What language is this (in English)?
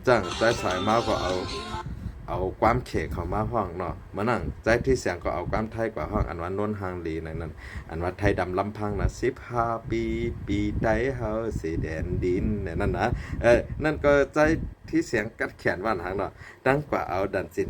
Shan